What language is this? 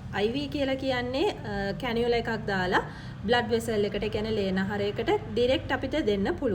Sinhala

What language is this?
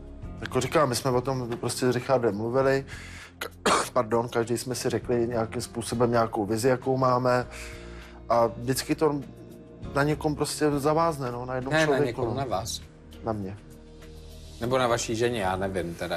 Czech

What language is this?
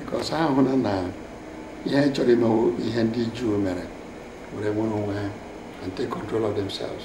Igbo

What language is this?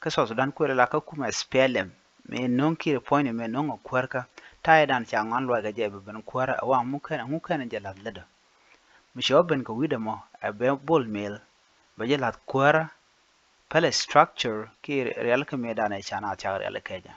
Nuer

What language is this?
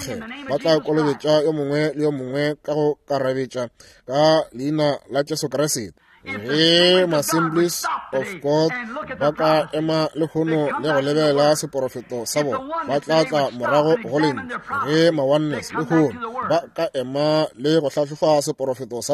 Northern Sotho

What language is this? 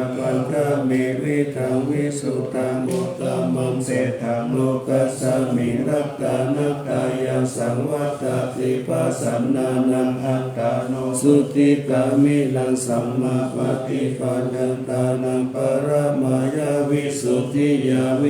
Pali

